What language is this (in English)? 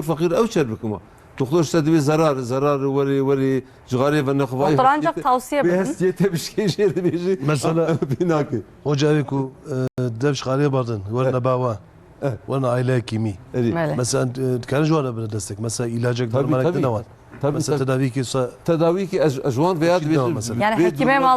Kurdish